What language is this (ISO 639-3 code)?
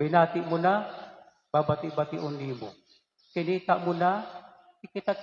war